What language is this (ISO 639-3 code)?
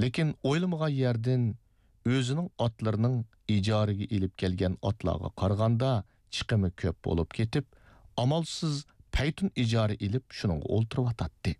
uig